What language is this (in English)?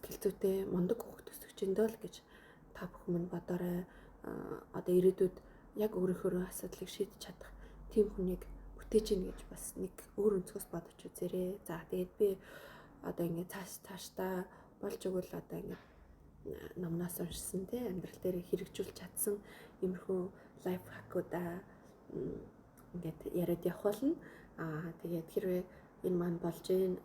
Mongolian